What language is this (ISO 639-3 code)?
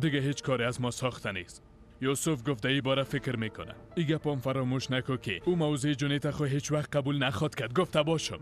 fas